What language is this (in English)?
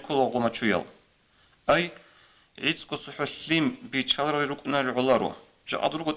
Avaric